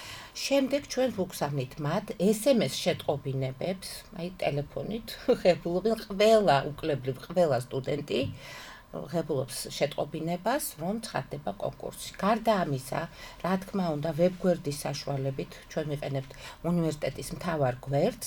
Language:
Georgian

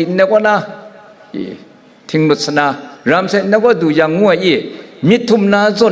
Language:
Kachin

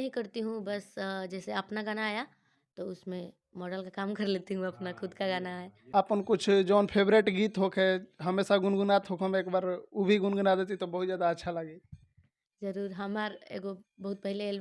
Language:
Bhojpuri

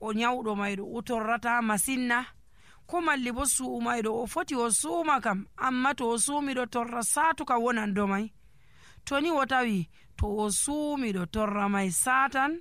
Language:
Nigerian Fulfulde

